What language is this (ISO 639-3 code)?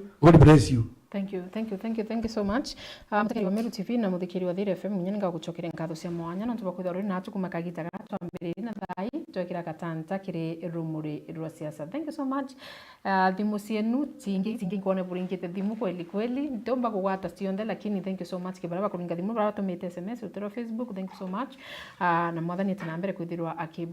mer